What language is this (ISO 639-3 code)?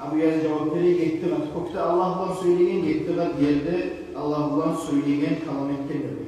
kum